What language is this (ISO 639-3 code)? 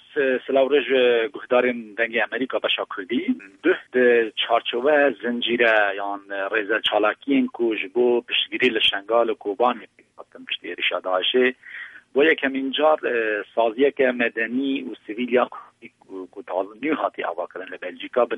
kur